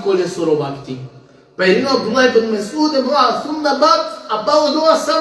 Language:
Balkan Romani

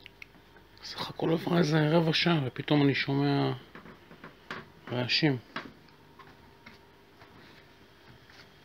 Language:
Hebrew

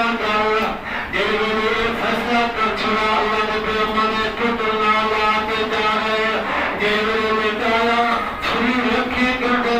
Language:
Saraiki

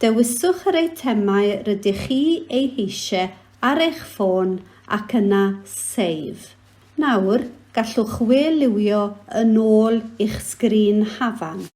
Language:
Welsh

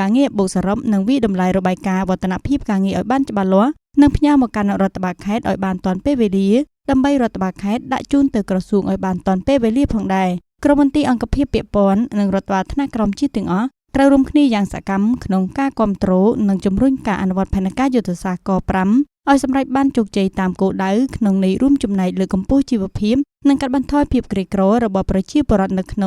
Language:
Khmer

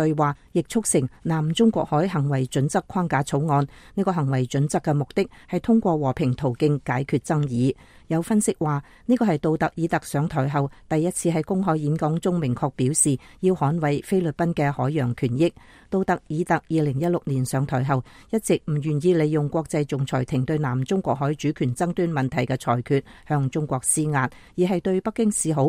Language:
Cantonese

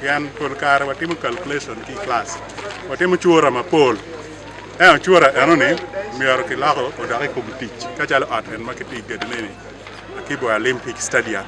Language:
Acoli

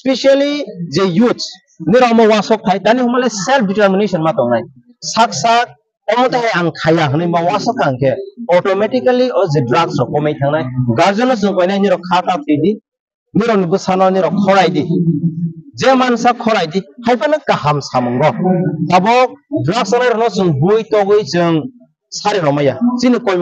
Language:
Kok Borok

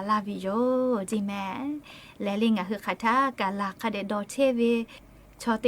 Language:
Lahu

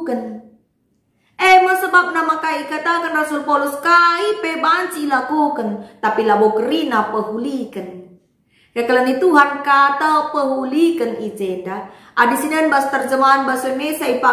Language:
Batak Karo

